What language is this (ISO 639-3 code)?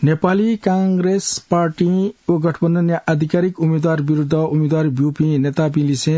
new